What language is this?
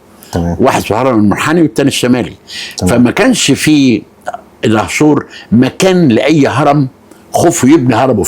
Egyptian Arabic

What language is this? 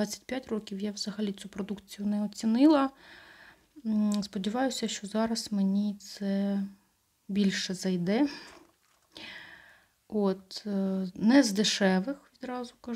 Ukrainian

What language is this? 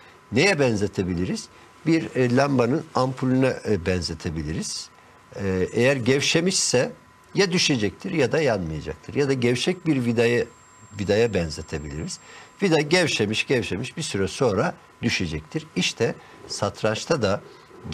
Turkish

